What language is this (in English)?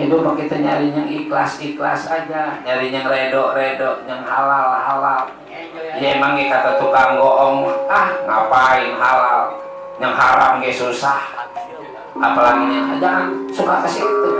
Betawi